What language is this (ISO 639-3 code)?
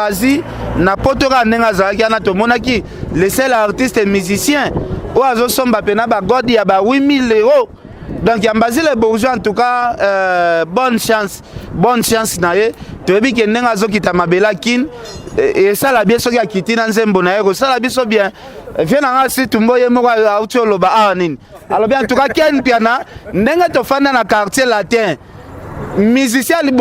lin